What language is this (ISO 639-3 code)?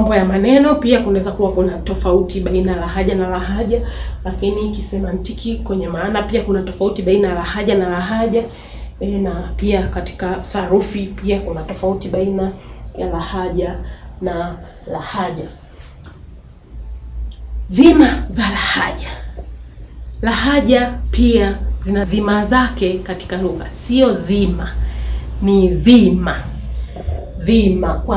swa